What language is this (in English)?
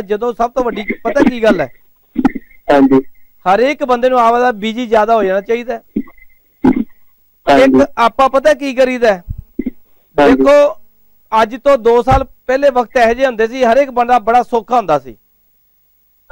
Punjabi